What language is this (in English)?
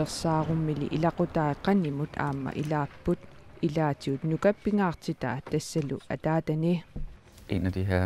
Kalaallisut